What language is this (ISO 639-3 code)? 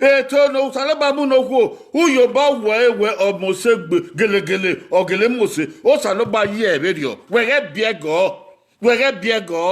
bin